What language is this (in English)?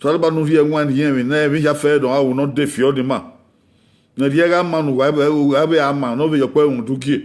Bini